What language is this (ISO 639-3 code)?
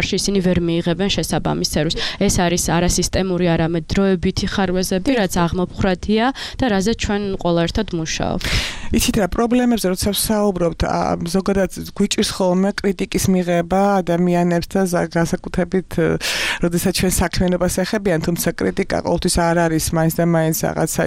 kat